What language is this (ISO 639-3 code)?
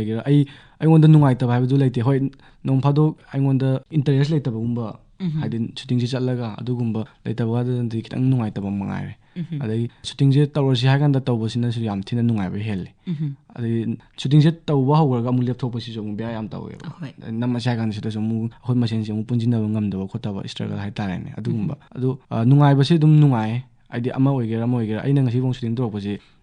mni